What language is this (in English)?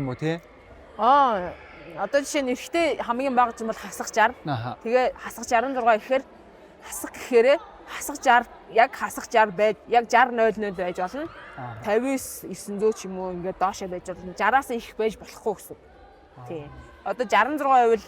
Mongolian